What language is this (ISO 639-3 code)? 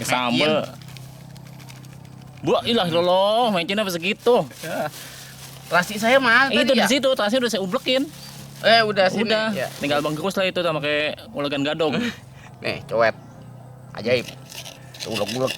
bew